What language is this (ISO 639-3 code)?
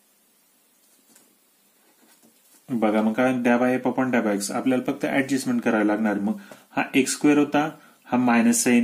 mar